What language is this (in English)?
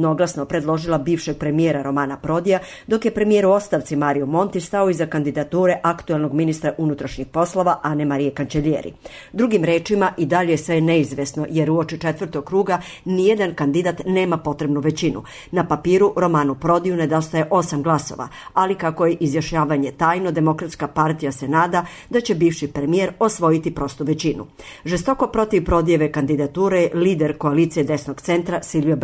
Serbian